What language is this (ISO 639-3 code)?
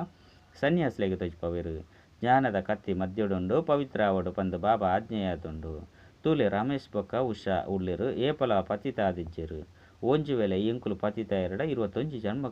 tcy